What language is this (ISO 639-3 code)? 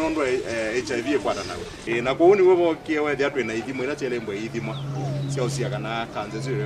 kam